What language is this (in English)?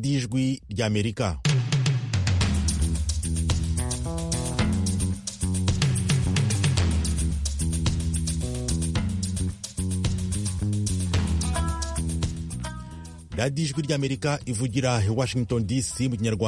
Kinyarwanda